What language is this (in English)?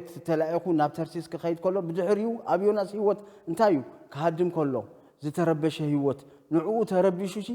Tigrinya